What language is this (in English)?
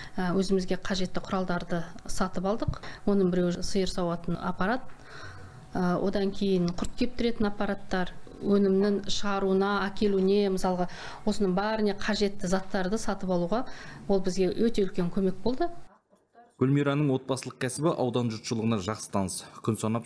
Kazakh